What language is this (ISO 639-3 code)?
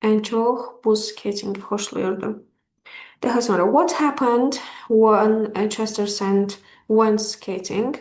aze